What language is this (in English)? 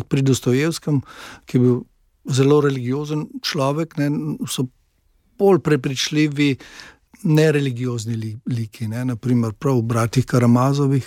Slovenian